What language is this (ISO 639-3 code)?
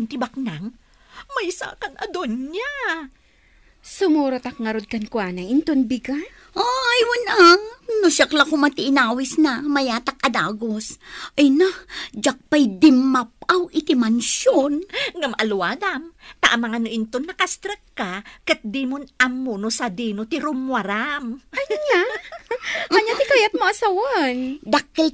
ilo